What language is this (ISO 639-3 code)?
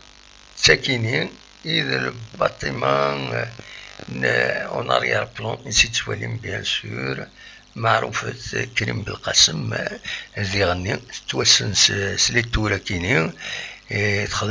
kab